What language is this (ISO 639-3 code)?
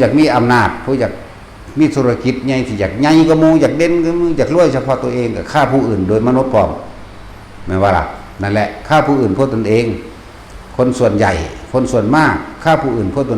tts